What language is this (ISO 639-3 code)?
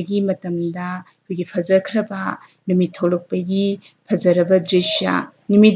mni